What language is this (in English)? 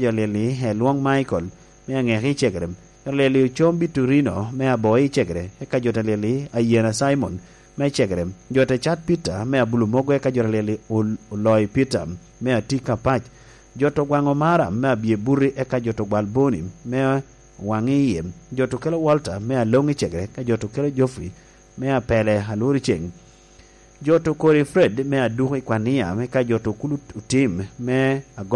Lango (Uganda)